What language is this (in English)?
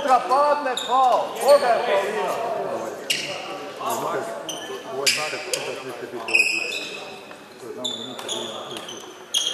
Croatian